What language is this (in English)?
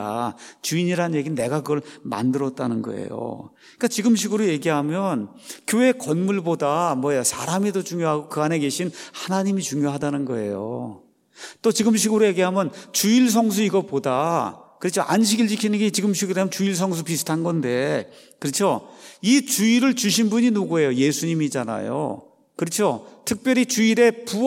Korean